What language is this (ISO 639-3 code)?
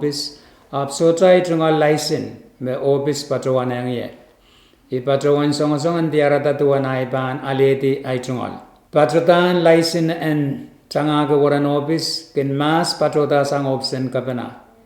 pon